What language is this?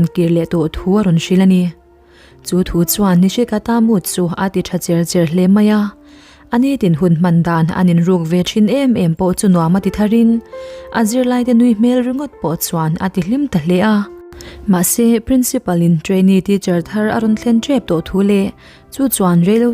Mizo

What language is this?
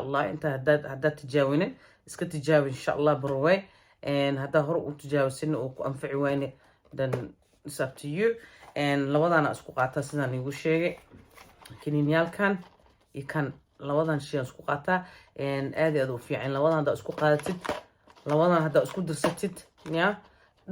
Somali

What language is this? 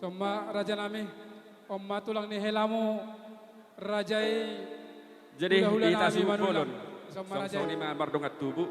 Batak Toba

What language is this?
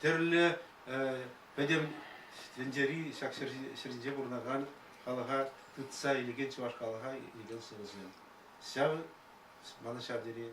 Chuvash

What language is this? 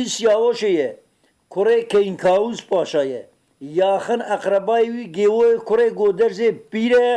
Kurdish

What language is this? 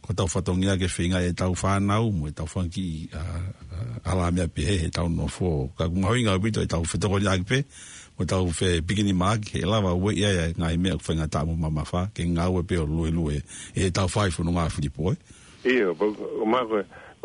Tongan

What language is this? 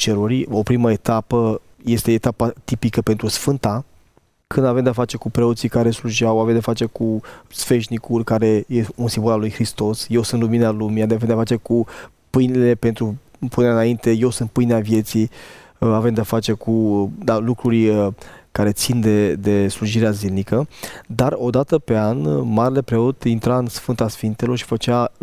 Romanian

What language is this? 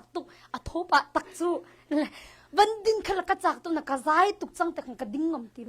Hakha Chin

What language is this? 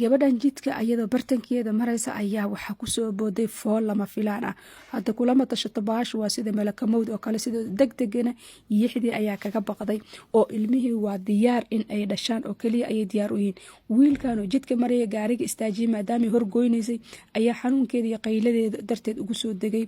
Somali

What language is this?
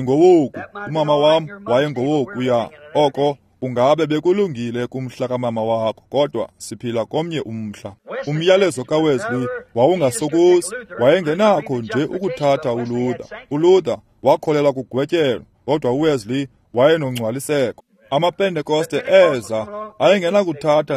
Xhosa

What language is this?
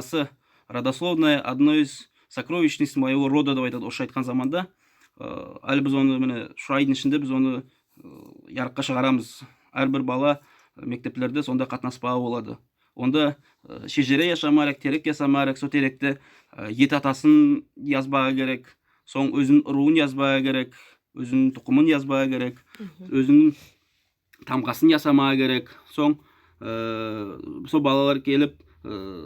Nogai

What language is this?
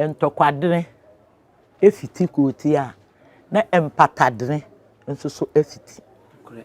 Akan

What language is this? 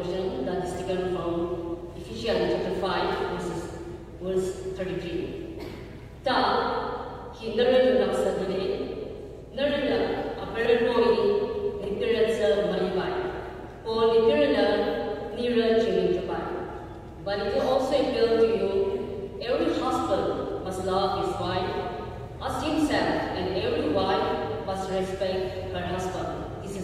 Naga Pidgin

